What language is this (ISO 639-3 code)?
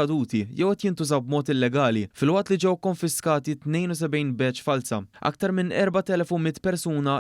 mlt